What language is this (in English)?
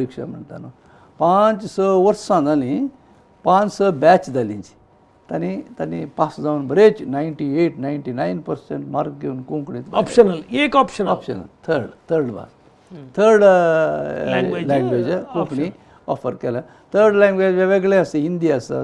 Konkani